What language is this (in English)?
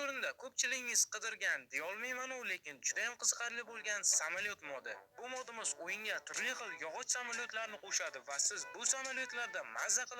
Uzbek